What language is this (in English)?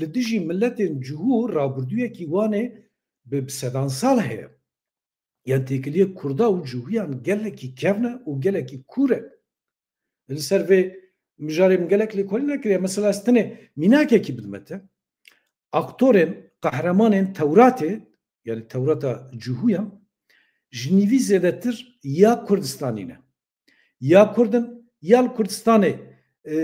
Kurdish